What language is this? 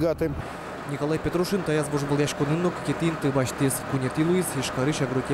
Udmurt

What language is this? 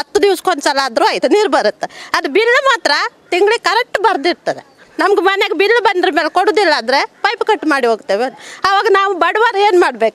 Kannada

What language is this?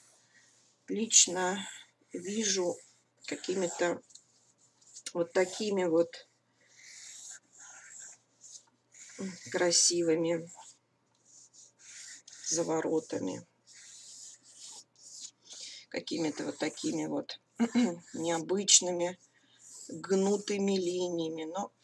Russian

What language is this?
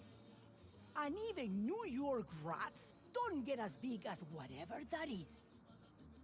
English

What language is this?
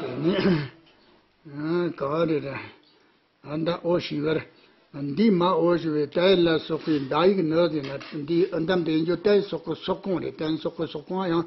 Tibetan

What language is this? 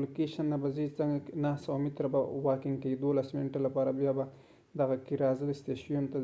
Pashto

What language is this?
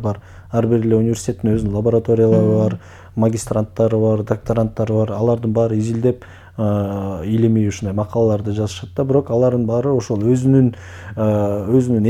Kyrgyz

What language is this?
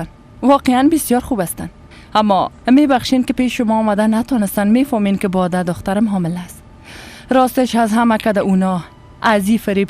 Persian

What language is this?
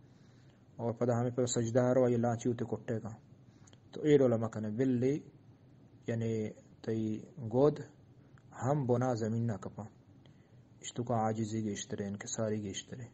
Eastern Balochi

